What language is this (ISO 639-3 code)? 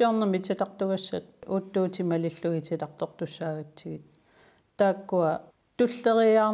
kal